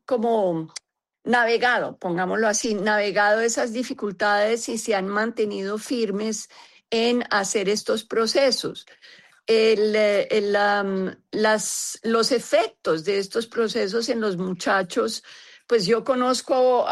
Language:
Spanish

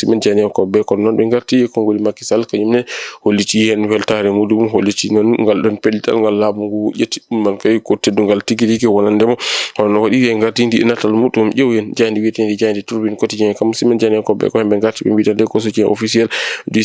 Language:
Fula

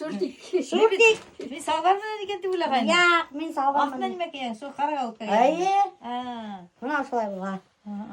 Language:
Bashkir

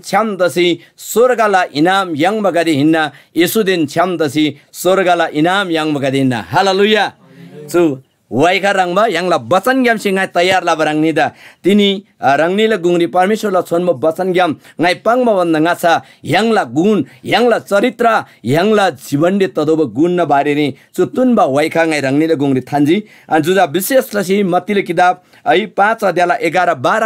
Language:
Eastern Tamang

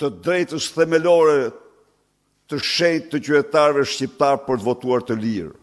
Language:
Albanian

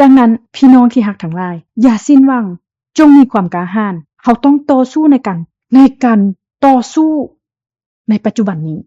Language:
Lao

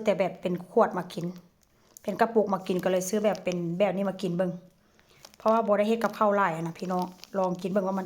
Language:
Northeastern Thai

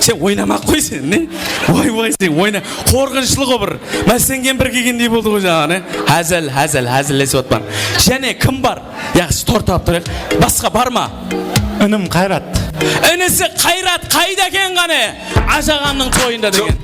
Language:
Kara-Kalpak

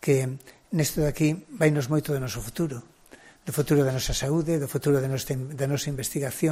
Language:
Galician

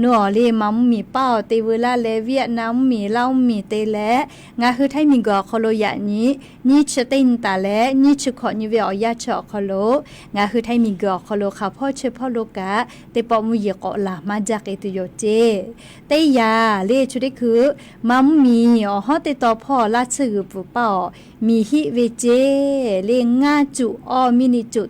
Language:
Lahu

